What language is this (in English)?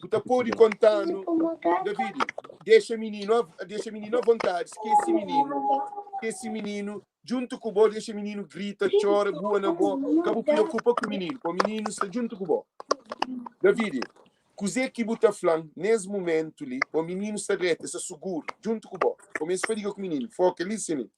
Kabuverdianu